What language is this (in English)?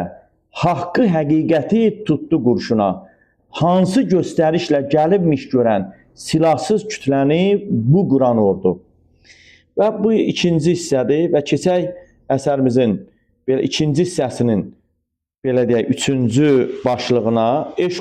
Azerbaijani